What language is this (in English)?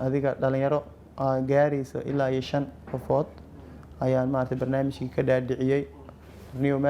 Somali